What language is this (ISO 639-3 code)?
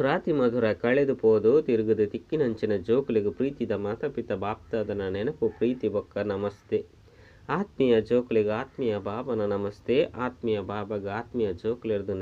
tcy